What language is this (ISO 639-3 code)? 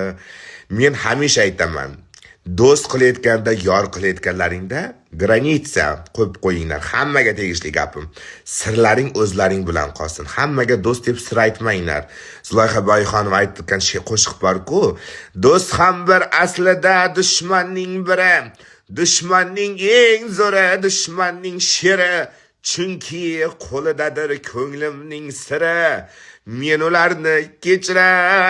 uzb